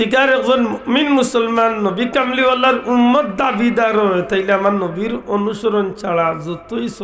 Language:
Sylheti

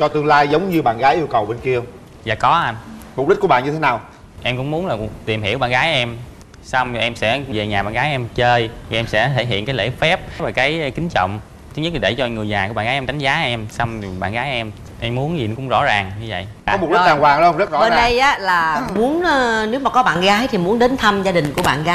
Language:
Vietnamese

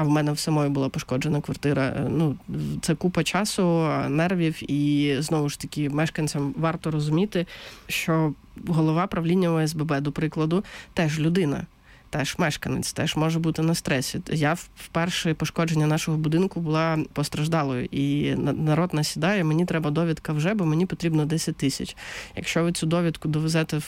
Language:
Ukrainian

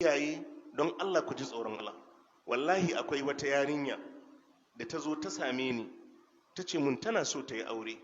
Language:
Hausa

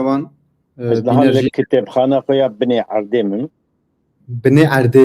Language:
Kurdish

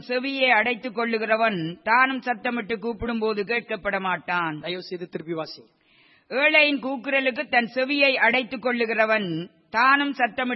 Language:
Tamil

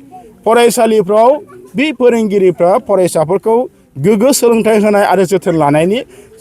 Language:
Bodo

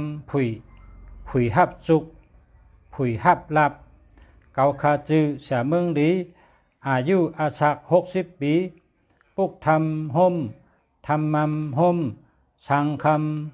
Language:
Shan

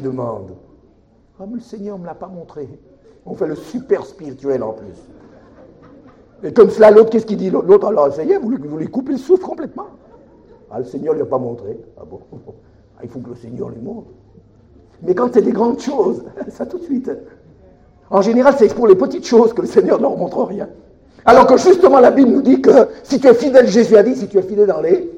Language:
French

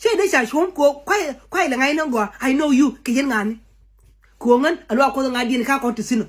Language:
Nuer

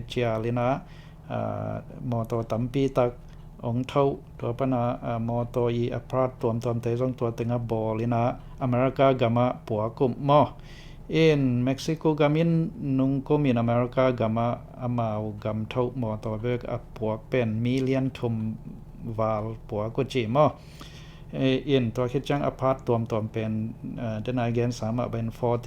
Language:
Tedim Chin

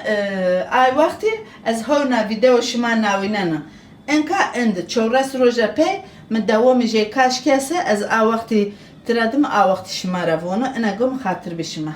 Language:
Zaza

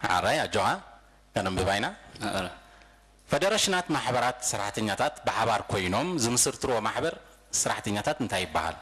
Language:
Tigrinya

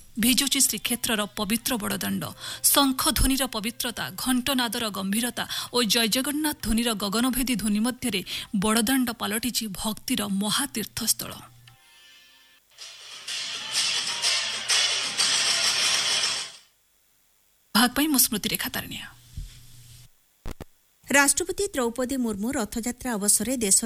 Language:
Odia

